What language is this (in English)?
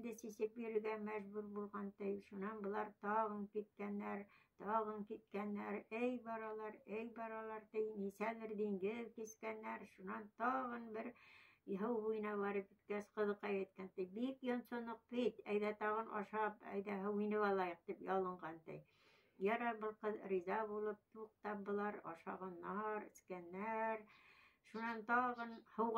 Bashkir